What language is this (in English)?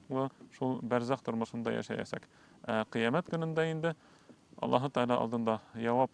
Bashkir